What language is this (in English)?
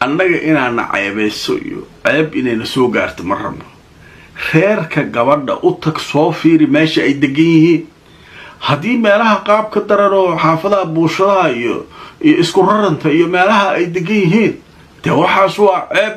Somali